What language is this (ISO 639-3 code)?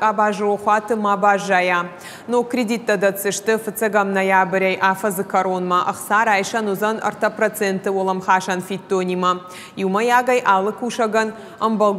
oss